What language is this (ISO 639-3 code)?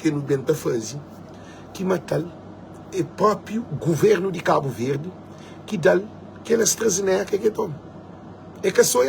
kea